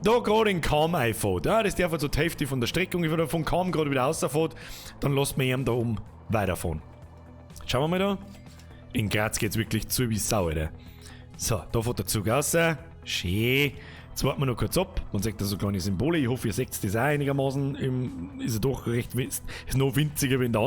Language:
Bavarian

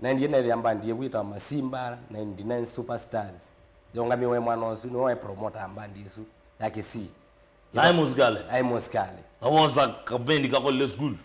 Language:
Kamba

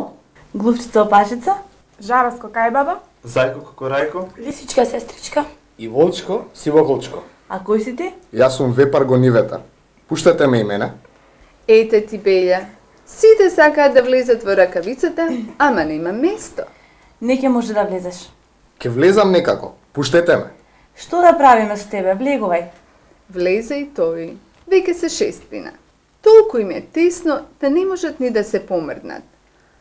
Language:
Macedonian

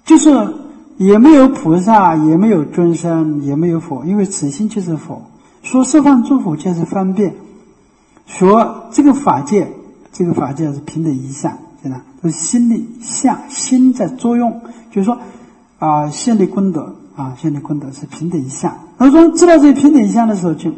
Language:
Chinese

